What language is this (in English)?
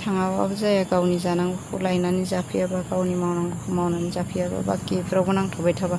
Bodo